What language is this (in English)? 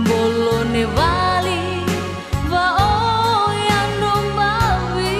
Nias